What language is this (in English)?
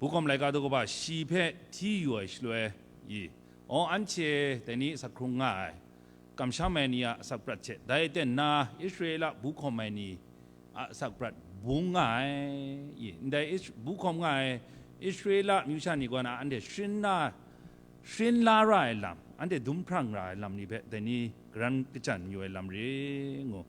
Kachin